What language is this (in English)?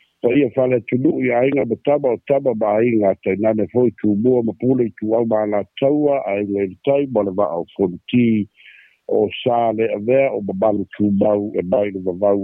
Samoan